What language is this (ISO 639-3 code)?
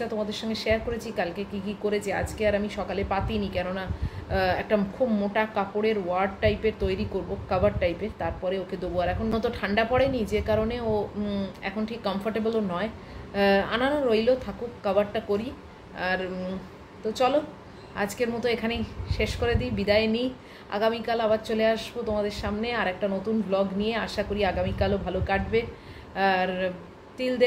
ben